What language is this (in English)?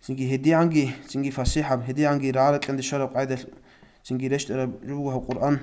Avaric